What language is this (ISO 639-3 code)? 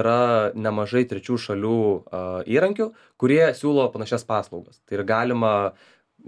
lit